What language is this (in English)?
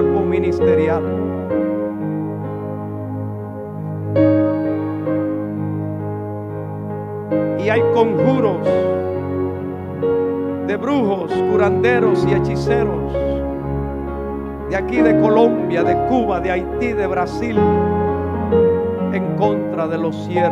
Spanish